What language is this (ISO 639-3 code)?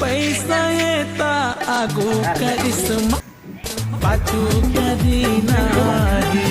hne